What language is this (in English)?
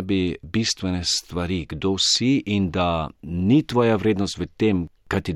Slovenian